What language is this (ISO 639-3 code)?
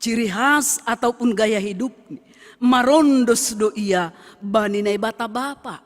bts